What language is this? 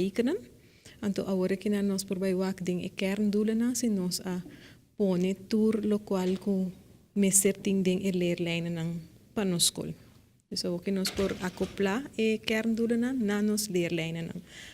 Papiamento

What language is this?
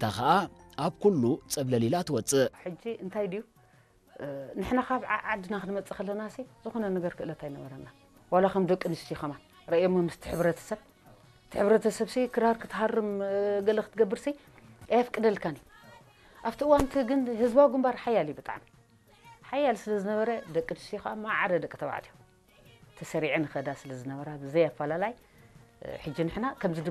Tigrinya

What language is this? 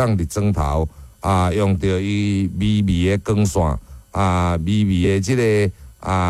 Min Nan Chinese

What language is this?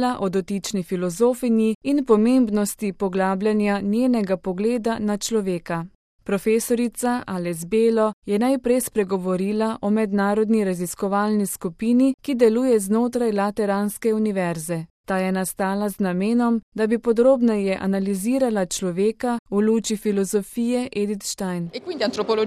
Slovenian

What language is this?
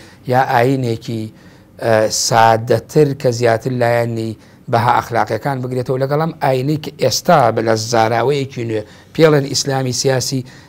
Central Kurdish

